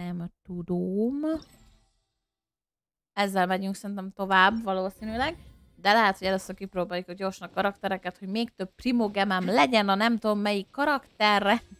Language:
Hungarian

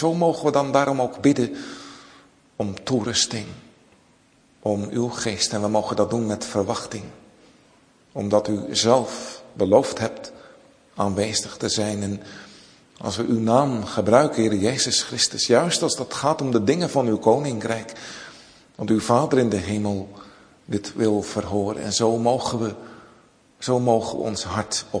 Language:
Dutch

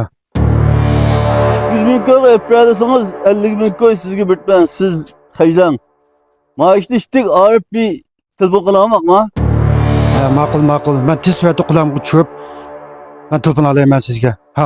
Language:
Uyghur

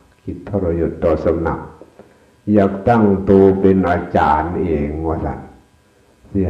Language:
Northeastern Thai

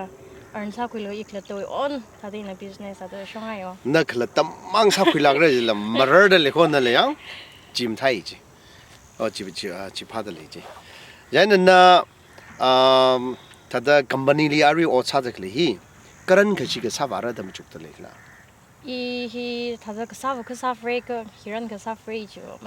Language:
Tangkhul Naga (India)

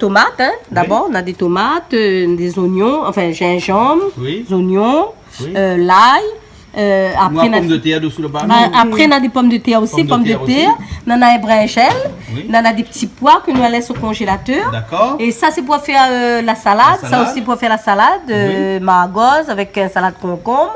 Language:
Réunion Creole French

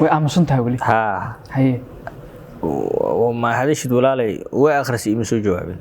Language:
Somali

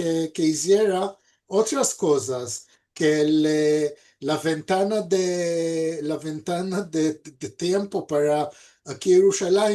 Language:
Ladino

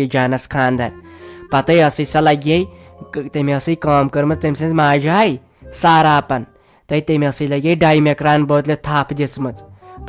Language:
Kashmiri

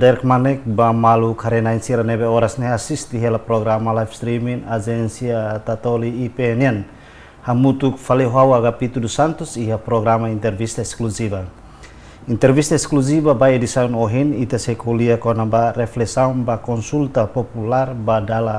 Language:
Tetum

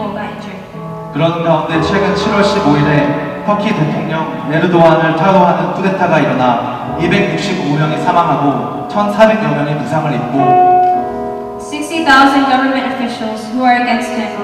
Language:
Korean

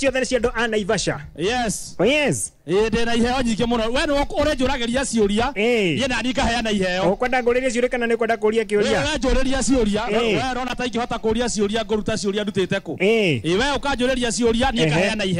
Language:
Kikuyu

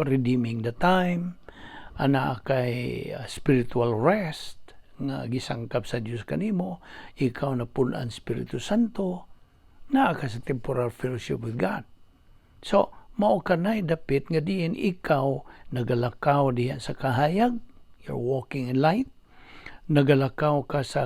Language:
Cebuano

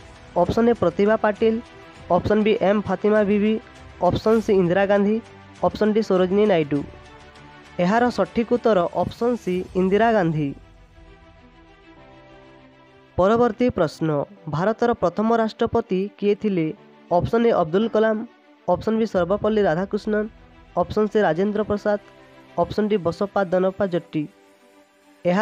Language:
Odia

